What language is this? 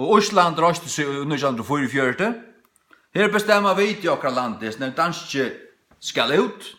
Faroese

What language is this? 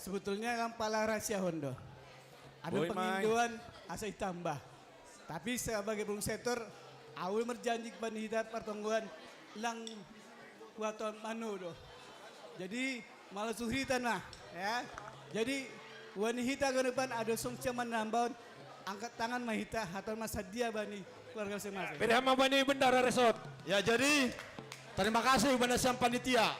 Batak Simalungun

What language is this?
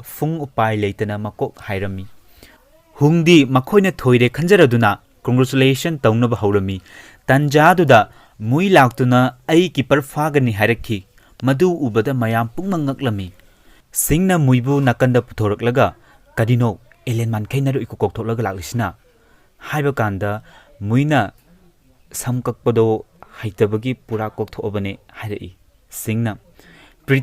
Manipuri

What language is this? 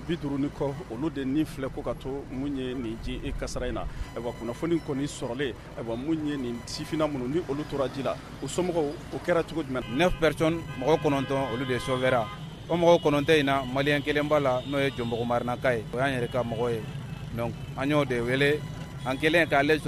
Bambara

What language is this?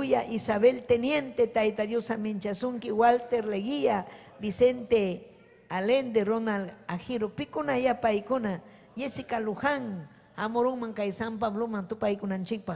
Ayacucho Quechua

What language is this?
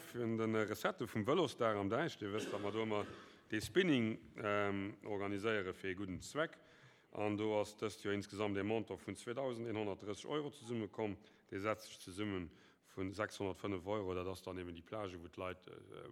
Luxembourgish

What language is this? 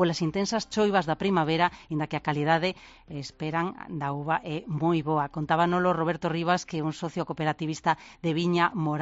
Galician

